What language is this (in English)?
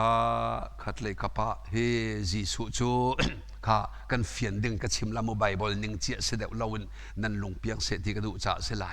Hakha Chin